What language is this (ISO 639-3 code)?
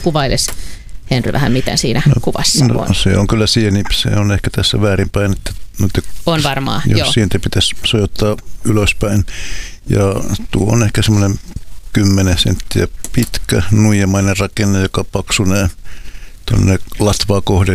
fin